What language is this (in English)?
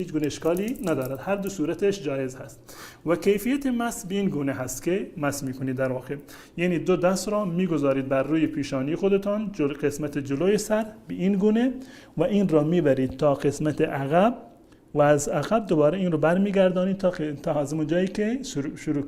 Persian